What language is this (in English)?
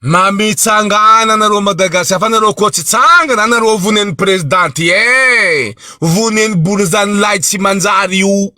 Malagasy